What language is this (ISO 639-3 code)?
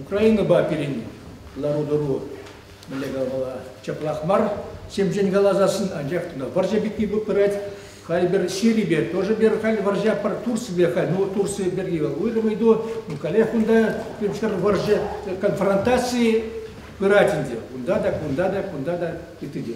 chv